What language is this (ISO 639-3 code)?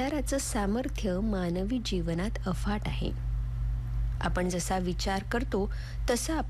mar